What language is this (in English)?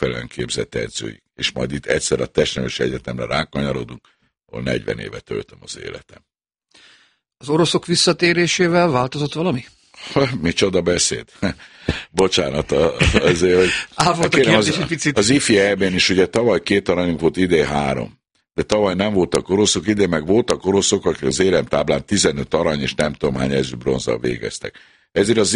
Hungarian